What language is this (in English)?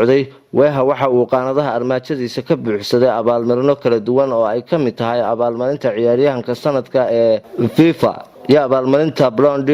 Somali